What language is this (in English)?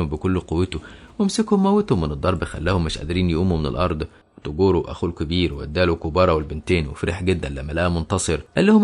Egyptian Arabic